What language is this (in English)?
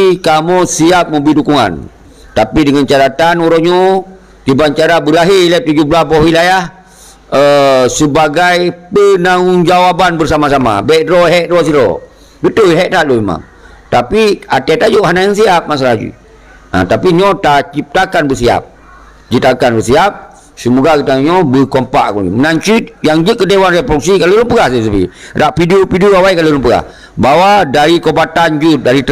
Achinese